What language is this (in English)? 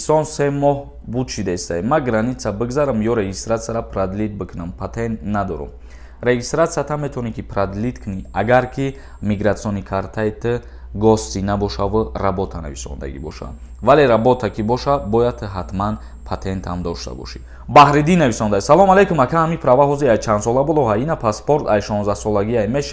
Tajik